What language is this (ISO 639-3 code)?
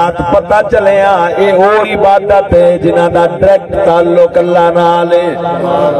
skr